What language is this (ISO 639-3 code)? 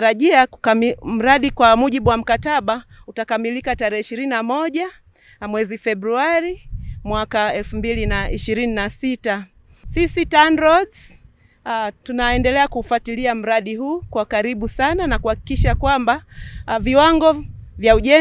swa